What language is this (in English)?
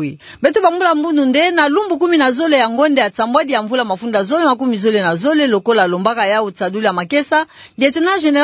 Kituba (Democratic Republic of Congo)